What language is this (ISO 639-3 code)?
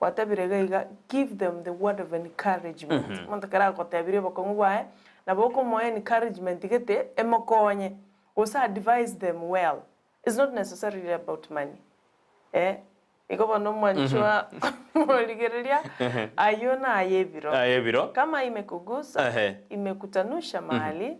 guz